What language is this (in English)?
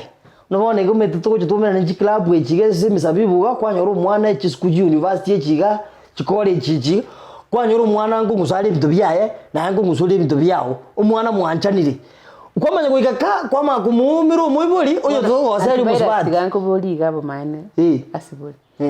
Gusii